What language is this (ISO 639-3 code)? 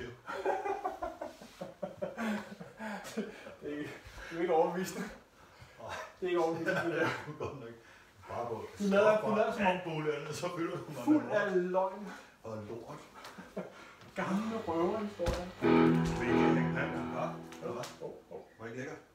dan